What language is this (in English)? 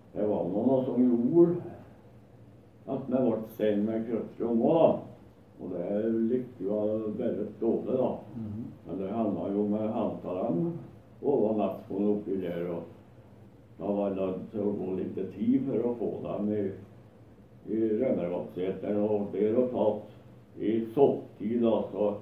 Norwegian